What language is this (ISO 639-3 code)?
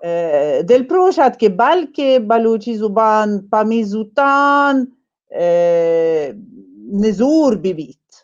bal